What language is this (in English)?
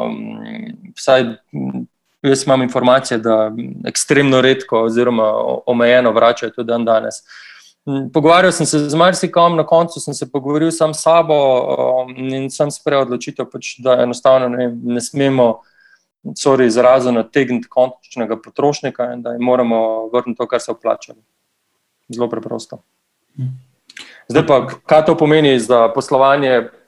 Slovenian